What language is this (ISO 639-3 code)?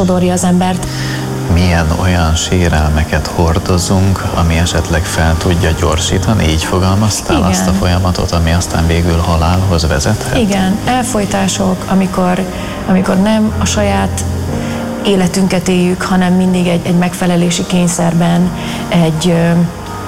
hun